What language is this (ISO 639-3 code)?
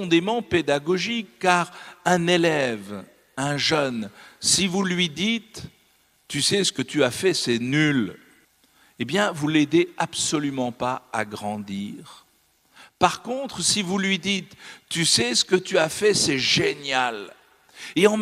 fra